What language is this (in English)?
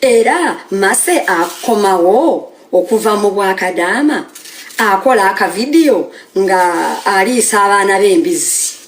Ganda